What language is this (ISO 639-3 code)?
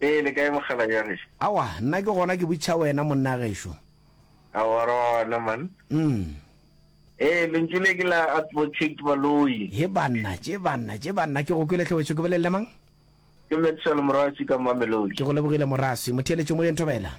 nso